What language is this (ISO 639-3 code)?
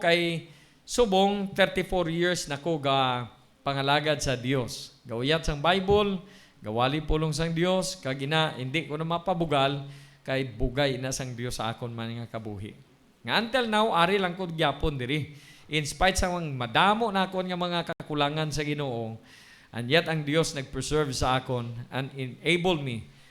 hil